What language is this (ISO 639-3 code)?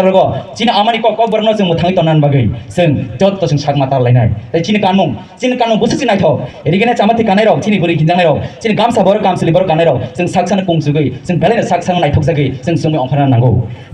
trp